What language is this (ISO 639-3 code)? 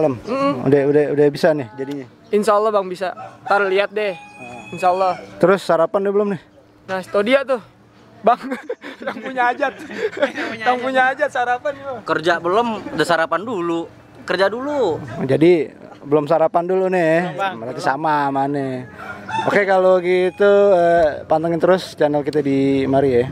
bew